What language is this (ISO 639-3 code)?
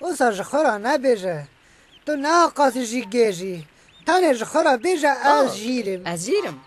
kur